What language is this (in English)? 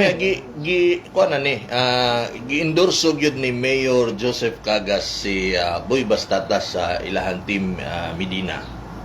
Cebuano